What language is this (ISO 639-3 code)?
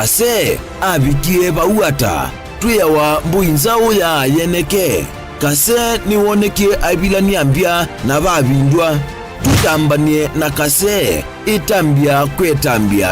kam